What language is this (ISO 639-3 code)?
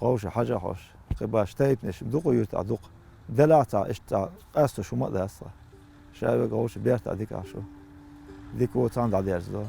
che